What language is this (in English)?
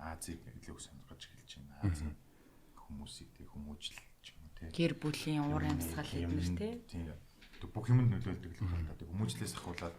Mongolian